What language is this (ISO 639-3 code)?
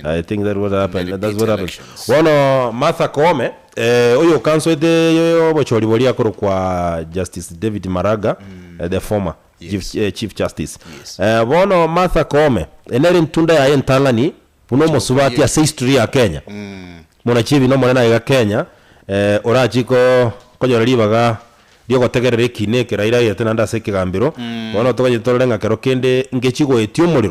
guz